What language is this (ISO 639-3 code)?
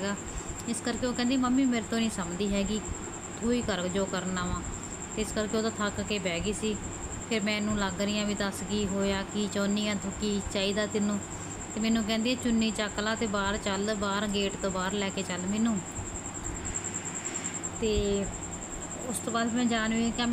pan